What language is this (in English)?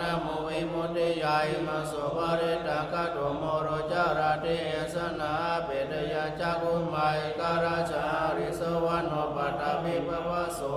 Pali